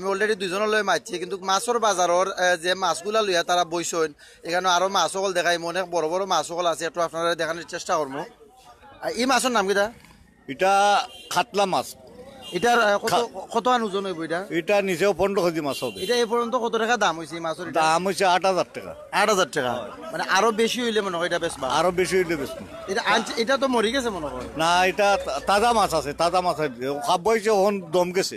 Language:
Sylheti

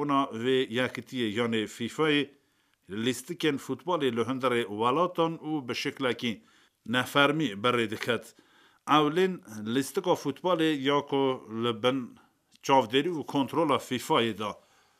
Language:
Kurdish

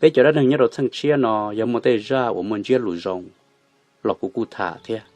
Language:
Hmong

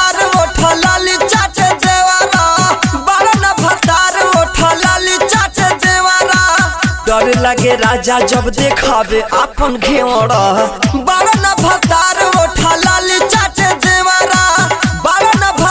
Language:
Bhojpuri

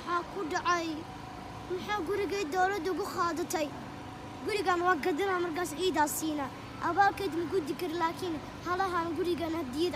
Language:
Somali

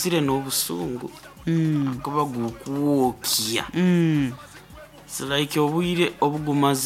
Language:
Nyoro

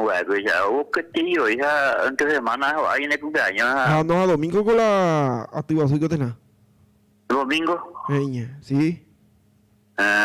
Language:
Guarani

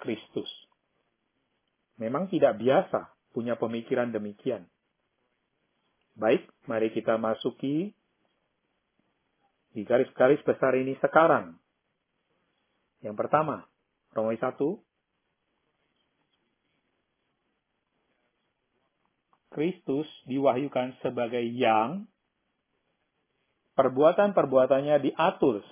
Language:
Indonesian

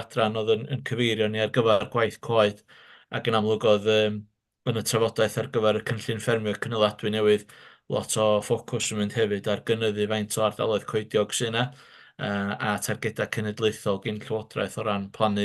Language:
Welsh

